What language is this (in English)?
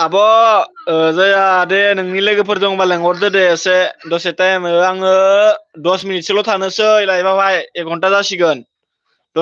Bodo